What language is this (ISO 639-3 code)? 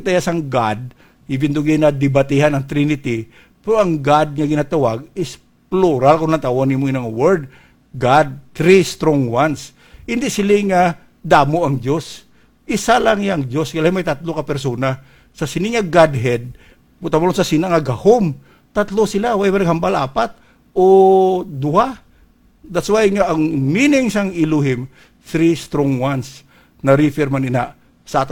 hil